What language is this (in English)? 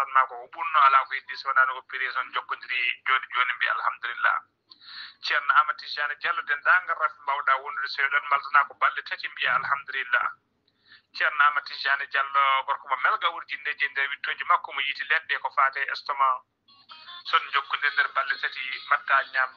Fula